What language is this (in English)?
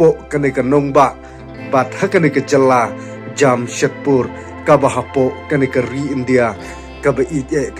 Khasi